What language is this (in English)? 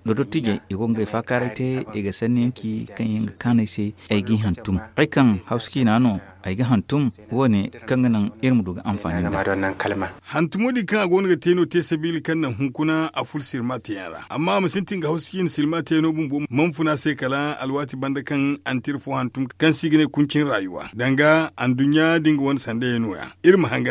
Zarma